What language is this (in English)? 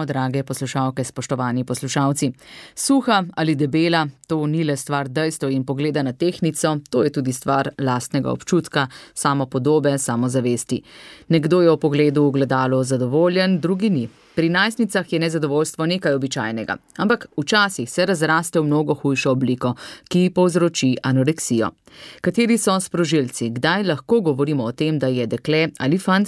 Slovenian